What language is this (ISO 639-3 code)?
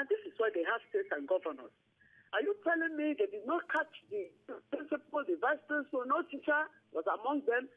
pcm